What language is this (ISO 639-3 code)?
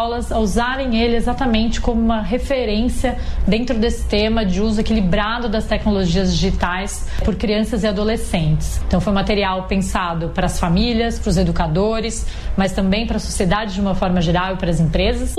por